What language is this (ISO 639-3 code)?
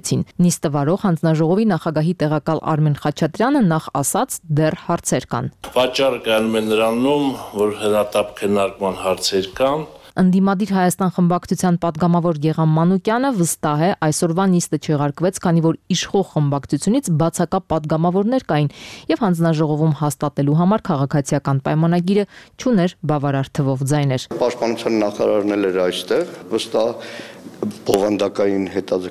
hye